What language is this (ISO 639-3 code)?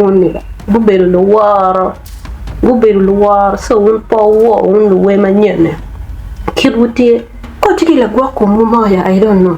ach